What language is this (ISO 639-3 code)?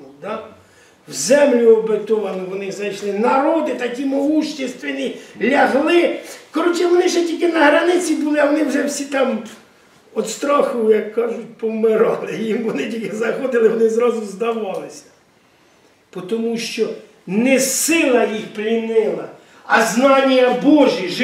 ukr